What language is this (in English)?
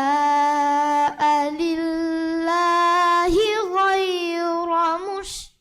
Divehi